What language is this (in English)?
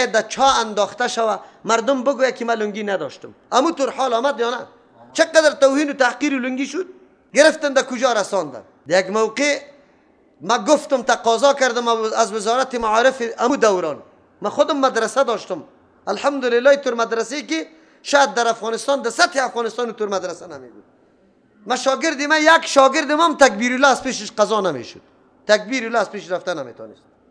Persian